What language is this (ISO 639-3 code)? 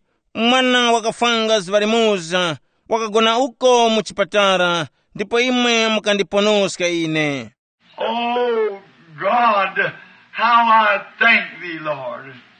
tum